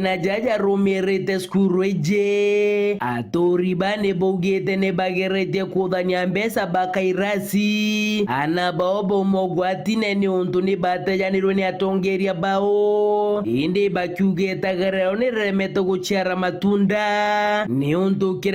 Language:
Meru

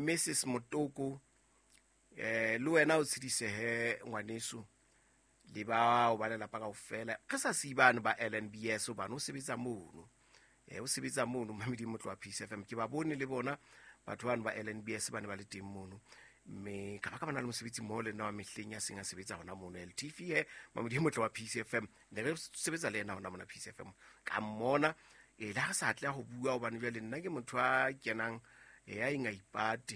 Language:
Southern Sotho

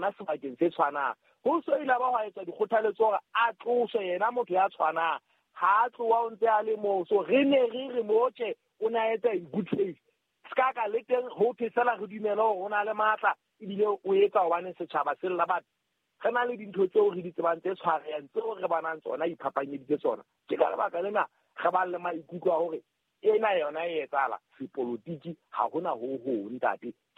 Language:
Southern Sotho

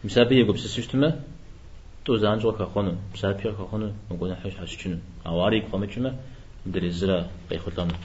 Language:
Kabardian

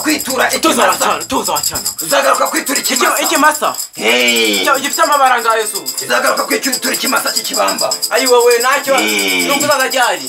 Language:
Kinyarwanda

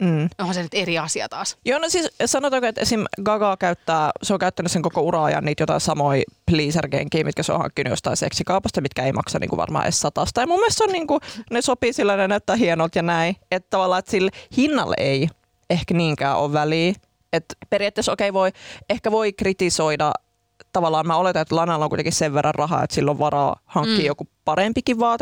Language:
Finnish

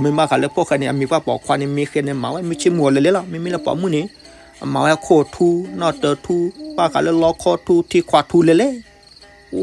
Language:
S'gaw Karen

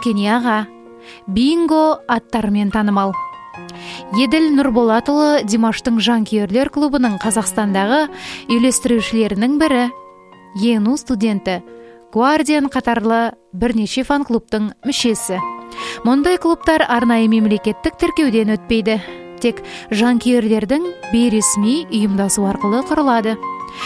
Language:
Kazakh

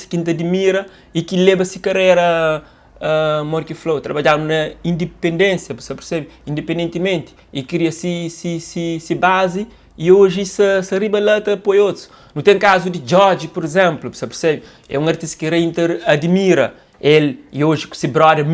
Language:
Kabuverdianu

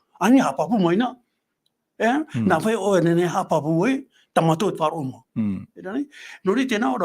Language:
Tahitian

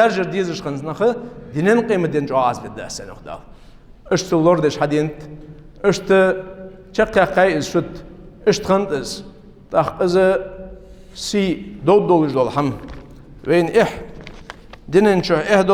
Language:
Ingush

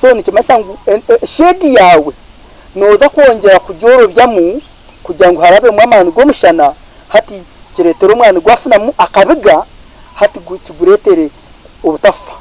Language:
Nyankole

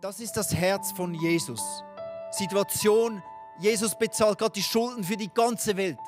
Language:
Swiss German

